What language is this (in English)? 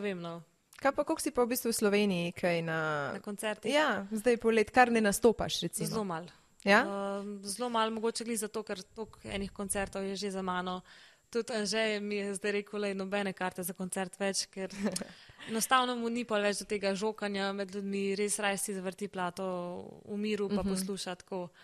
Slovenian